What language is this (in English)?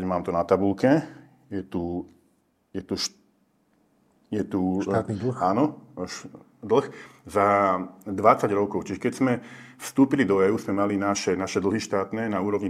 Slovak